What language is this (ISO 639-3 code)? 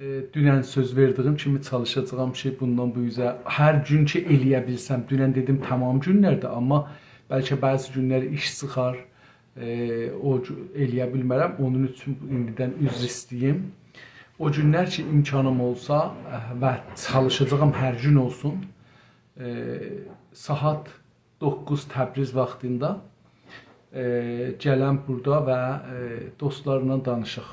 azb